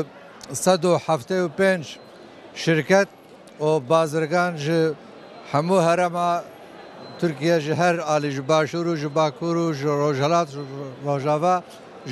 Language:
Kurdish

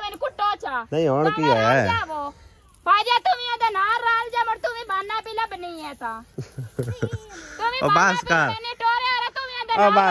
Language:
Punjabi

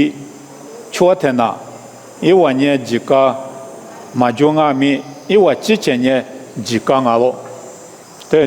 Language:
Lisu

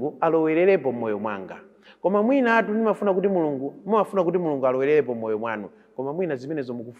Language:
Nyanja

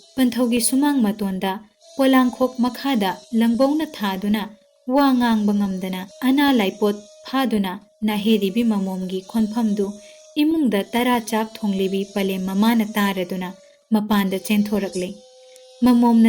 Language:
Manipuri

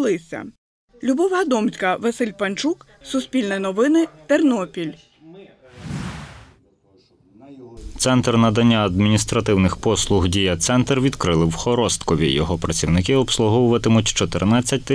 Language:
Ukrainian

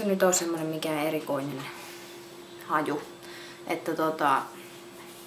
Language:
Finnish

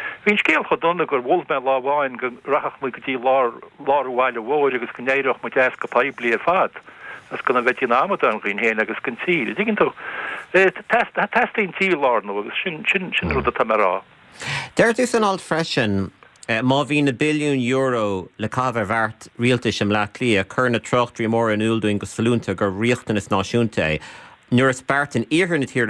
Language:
Irish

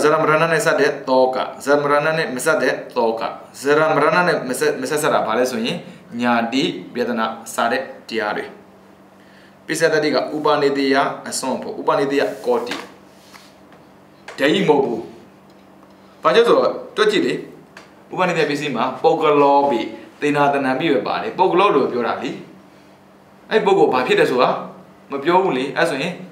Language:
Burmese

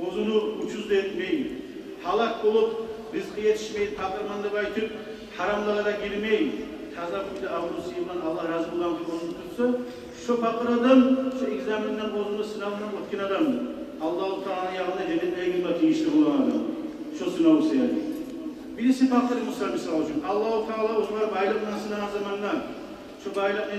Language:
Kumyk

